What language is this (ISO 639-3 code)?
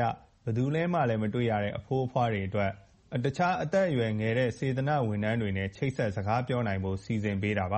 mya